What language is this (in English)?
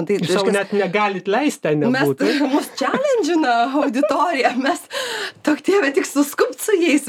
Lithuanian